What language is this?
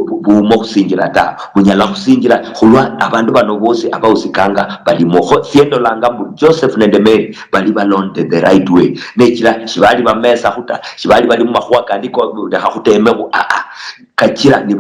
Luyia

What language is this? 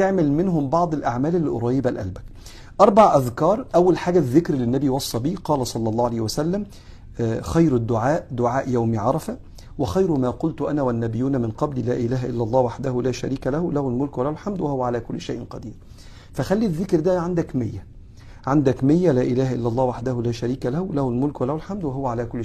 Egyptian Arabic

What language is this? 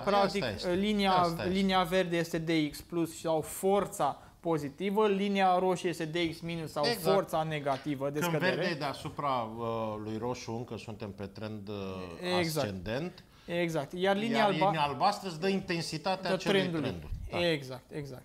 Romanian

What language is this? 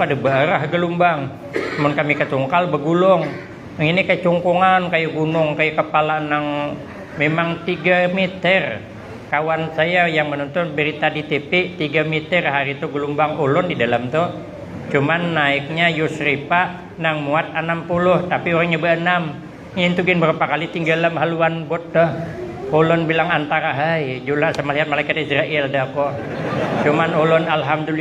Banjar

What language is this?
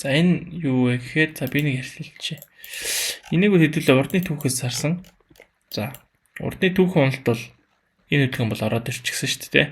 Mongolian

